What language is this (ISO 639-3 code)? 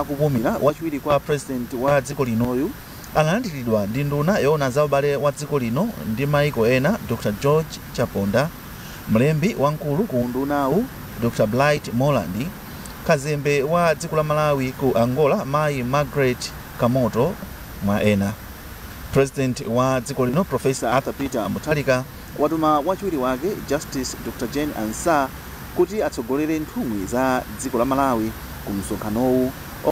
nya